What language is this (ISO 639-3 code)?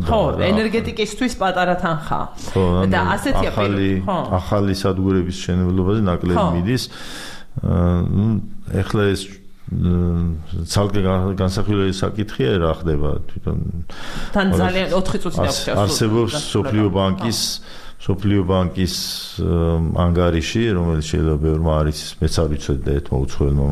kat